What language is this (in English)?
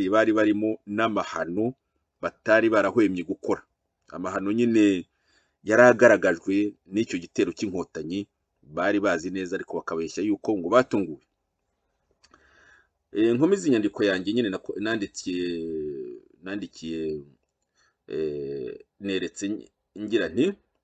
Kinyarwanda